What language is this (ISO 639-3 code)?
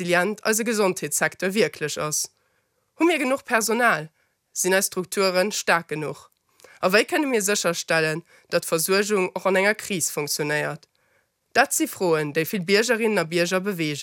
ltz